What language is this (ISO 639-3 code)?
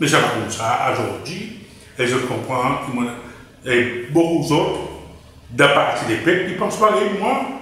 crs